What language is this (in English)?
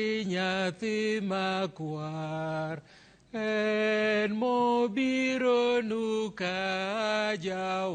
Luo (Kenya and Tanzania)